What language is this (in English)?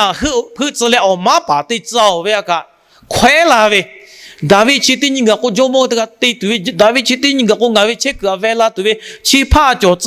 Lahu